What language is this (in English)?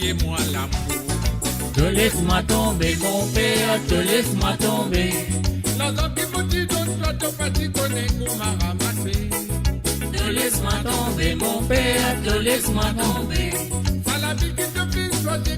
Morisyen